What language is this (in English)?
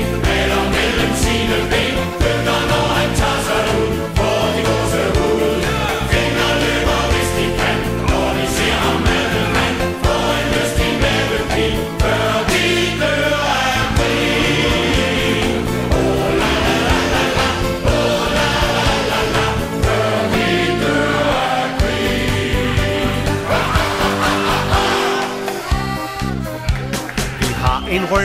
Danish